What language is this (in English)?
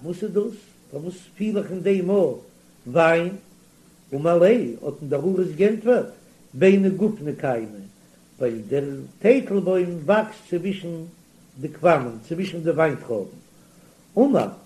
Yiddish